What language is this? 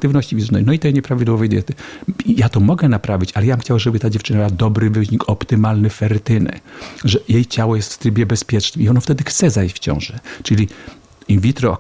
Polish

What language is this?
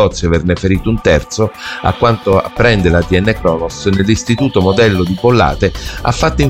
Italian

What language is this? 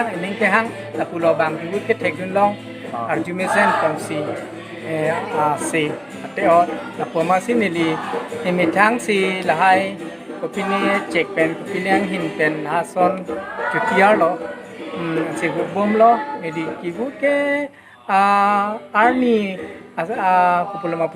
Karbi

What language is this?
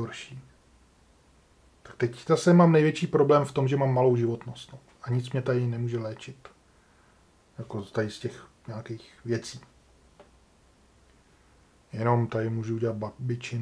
Czech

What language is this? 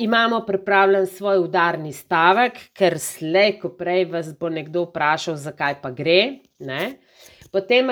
Slovenian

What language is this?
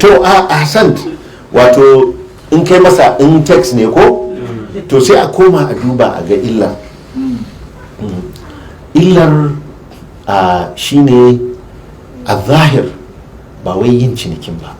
Hausa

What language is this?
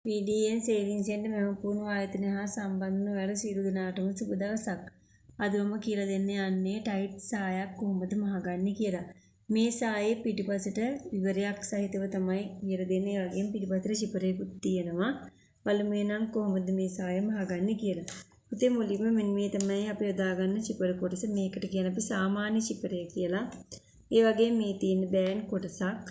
Sinhala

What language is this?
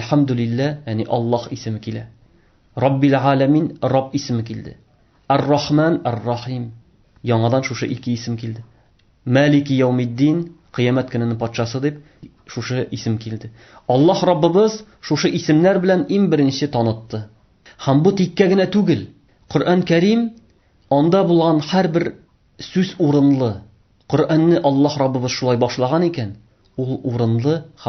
Tatar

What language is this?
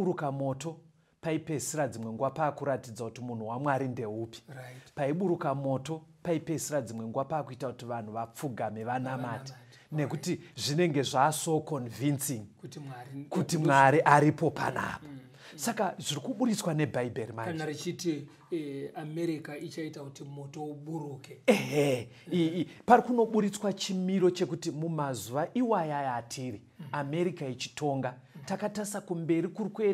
Shona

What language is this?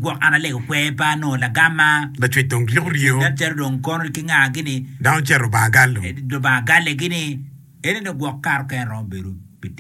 Acoli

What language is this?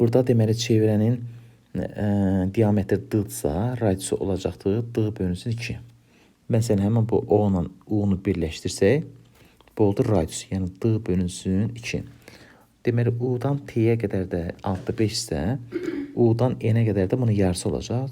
Azerbaijani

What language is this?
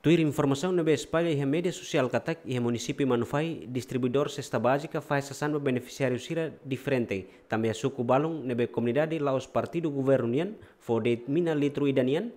Tetum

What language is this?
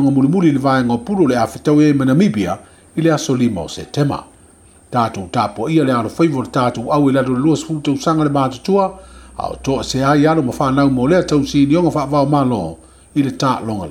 Samoan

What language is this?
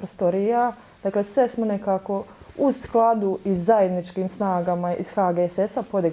Bosnian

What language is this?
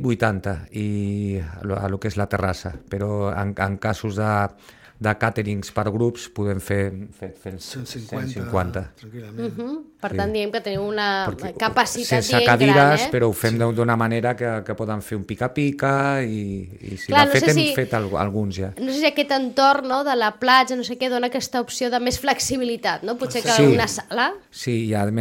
Catalan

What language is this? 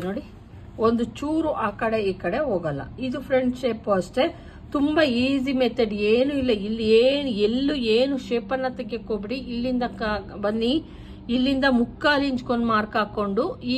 Kannada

